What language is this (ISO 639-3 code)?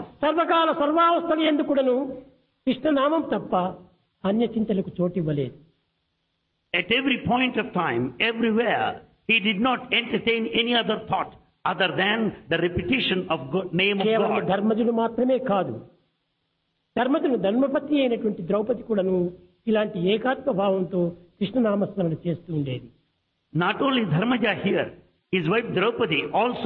tel